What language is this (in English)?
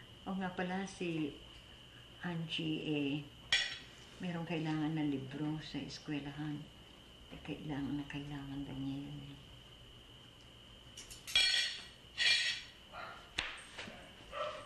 Filipino